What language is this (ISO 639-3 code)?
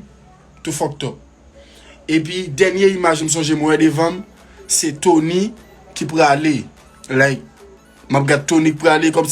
hat